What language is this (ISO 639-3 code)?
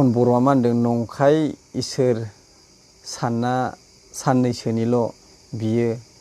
brx